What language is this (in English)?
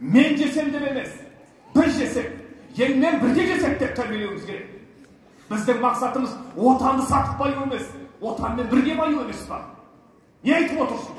Kazakh